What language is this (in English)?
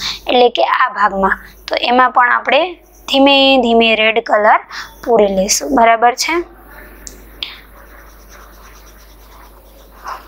Gujarati